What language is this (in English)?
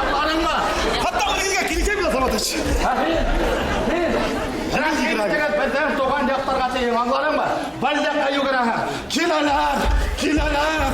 Bashkir